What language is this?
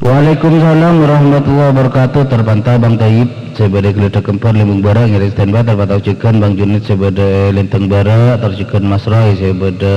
Madurese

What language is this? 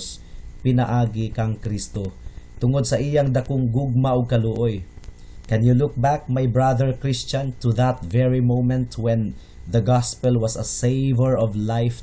Cebuano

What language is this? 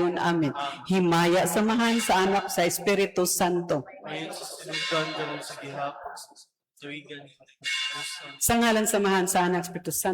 Cebuano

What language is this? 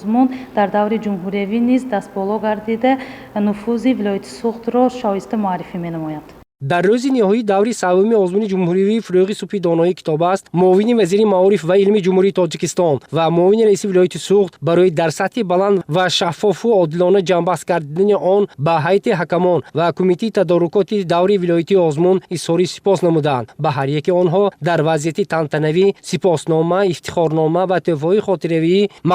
Tajik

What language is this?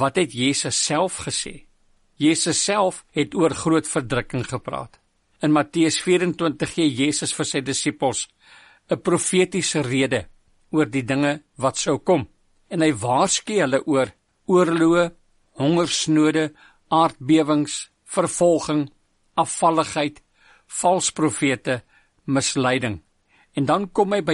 Afrikaans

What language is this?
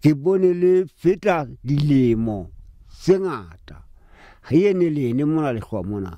Southern Sotho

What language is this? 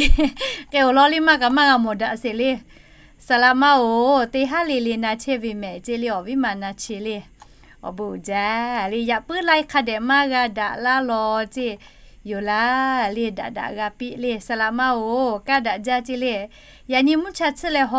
Lahu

